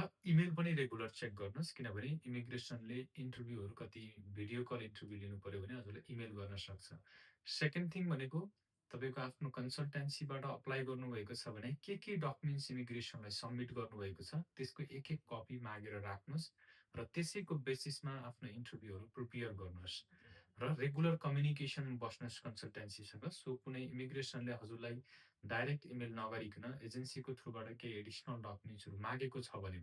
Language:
Nepali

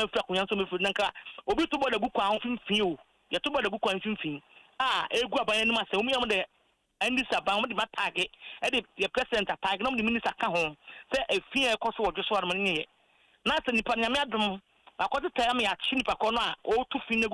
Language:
Akan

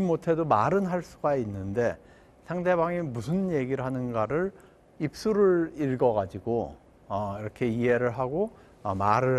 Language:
Korean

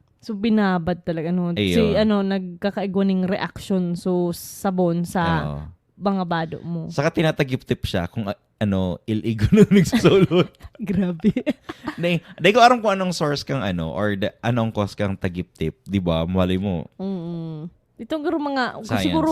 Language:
Bikol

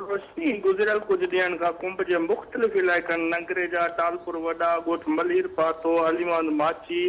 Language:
Sindhi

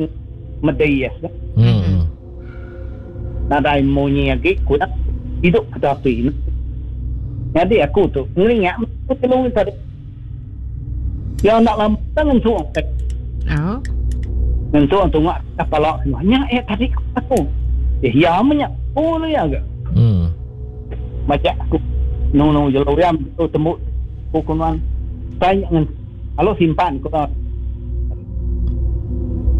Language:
Iban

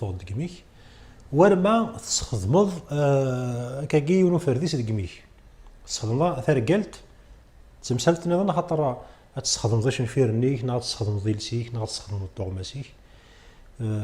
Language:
Kabyle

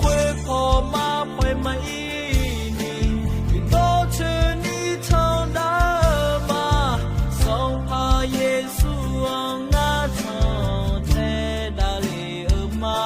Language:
Akha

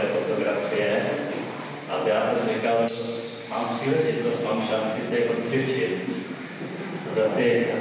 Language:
Czech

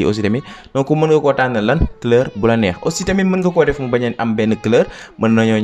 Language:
Wolof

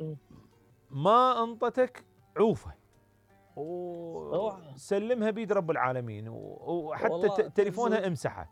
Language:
Mesopotamian Arabic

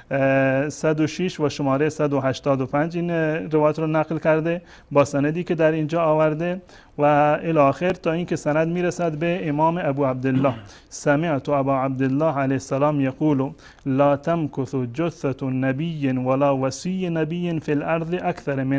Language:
Persian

